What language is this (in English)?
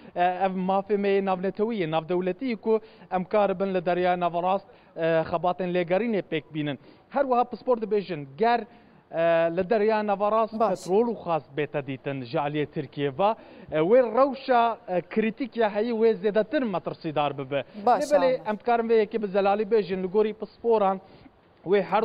Kurdish